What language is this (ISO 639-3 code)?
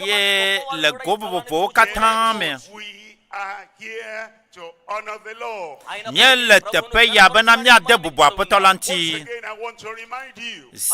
ewe